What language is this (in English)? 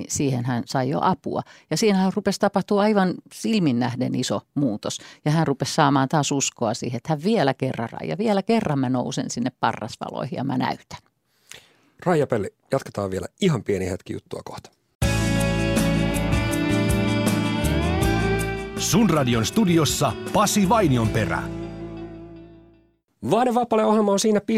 Finnish